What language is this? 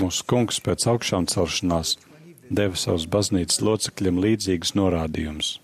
Latvian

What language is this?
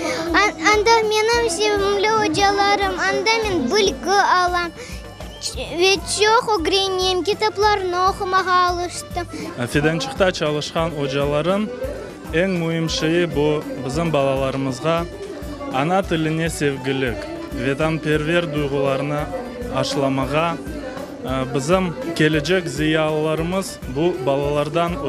Crimean Tatar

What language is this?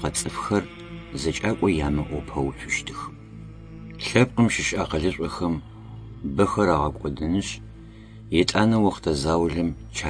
Adyghe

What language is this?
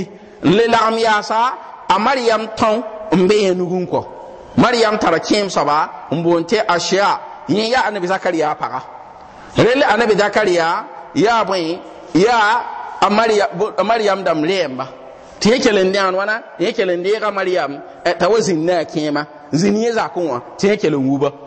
Mossi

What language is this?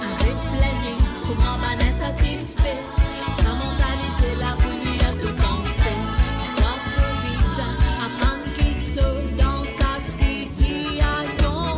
Morisyen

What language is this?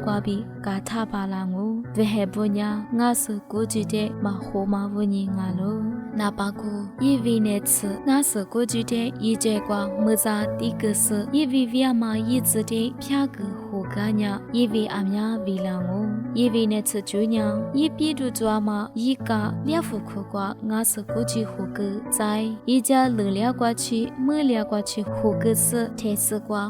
Lisu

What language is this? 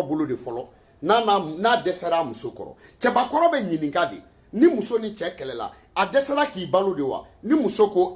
Bambara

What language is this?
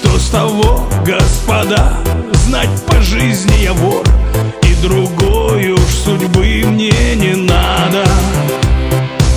Russian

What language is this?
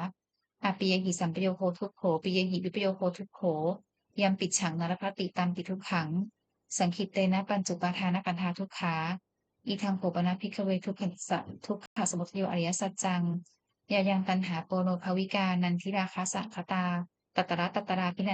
Pali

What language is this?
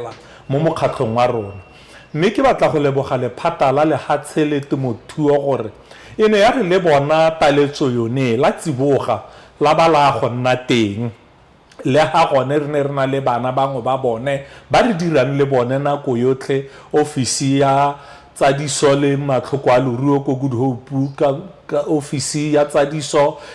Tswana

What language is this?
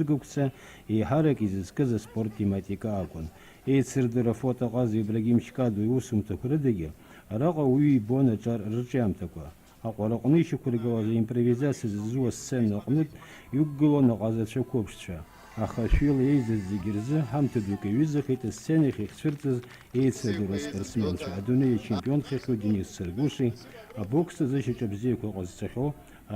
Abkhazian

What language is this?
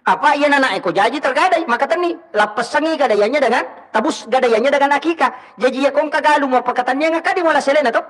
Buginese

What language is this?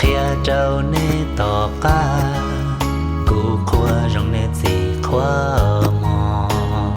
Hmong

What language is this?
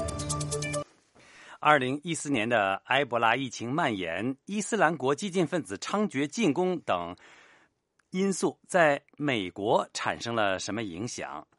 Chinese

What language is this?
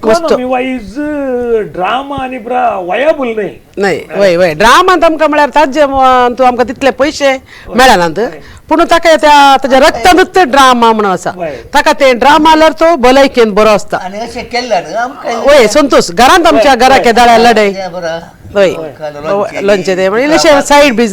Konkani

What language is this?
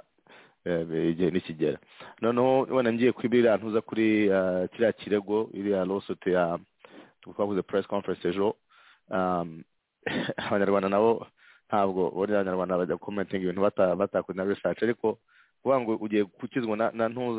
Kinyarwanda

